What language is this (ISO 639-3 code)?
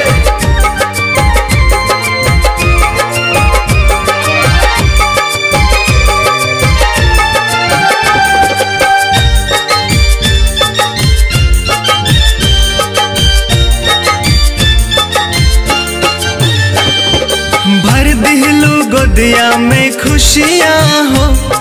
bho